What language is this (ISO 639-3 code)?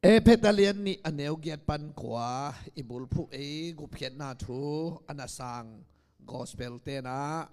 ctd